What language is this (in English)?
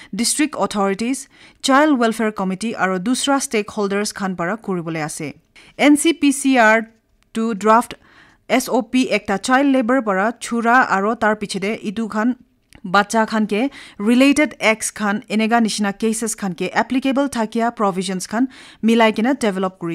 Naga Pidgin